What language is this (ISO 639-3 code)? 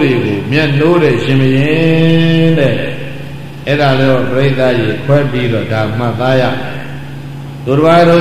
mya